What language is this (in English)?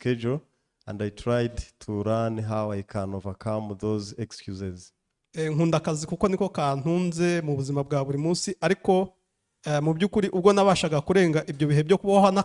Kinyarwanda